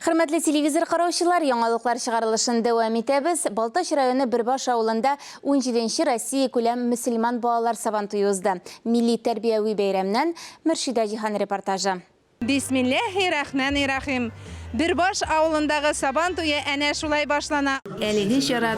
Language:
Tatar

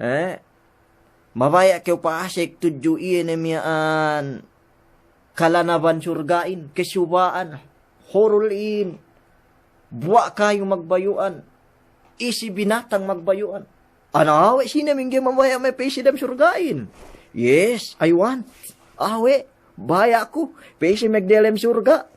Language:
Yakan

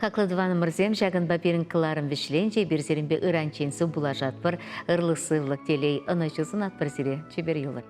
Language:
Chuvash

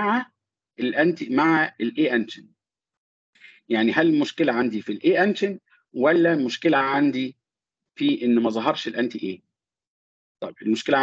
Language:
Egyptian Arabic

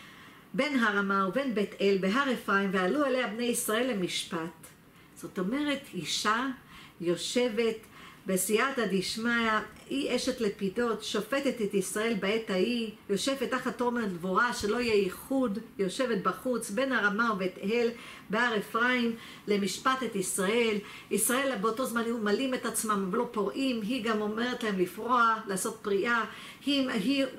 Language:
Hebrew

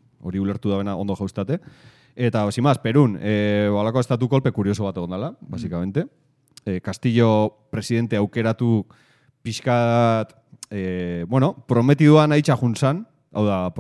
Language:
Basque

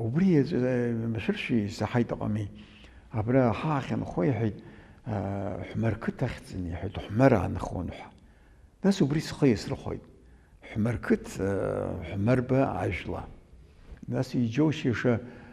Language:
Abkhazian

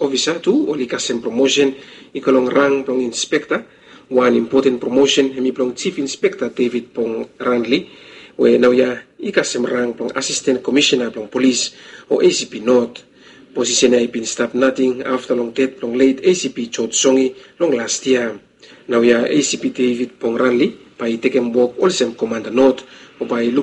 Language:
Bislama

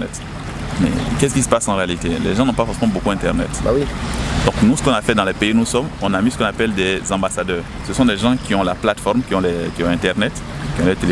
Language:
French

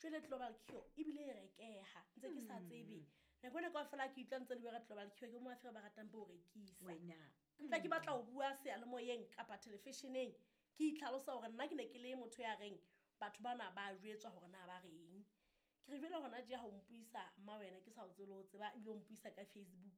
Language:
Southern Sotho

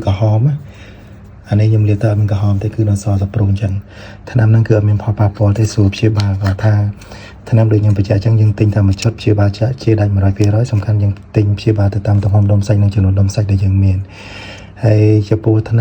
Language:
Khmer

